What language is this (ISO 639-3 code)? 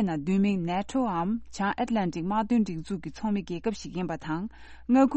bod